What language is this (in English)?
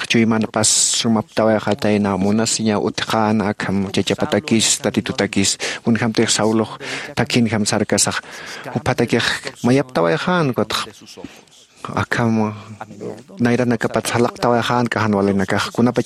Aymara